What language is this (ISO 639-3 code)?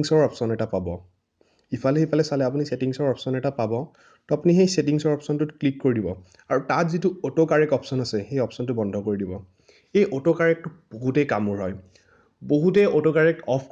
asm